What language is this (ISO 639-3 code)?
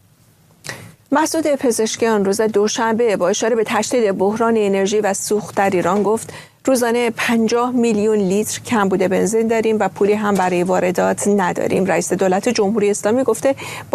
fas